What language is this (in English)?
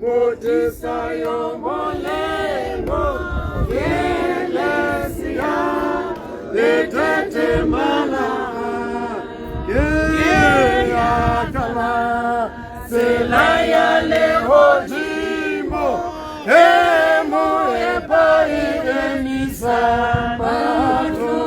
Tswana